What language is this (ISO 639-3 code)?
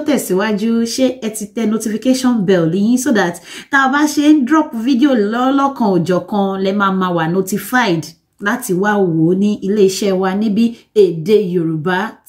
yor